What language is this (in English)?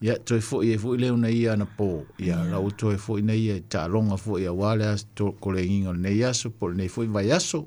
Samoan